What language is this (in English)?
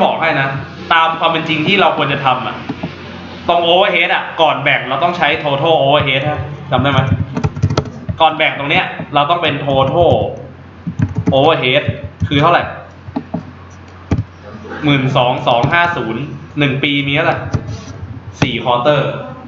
Thai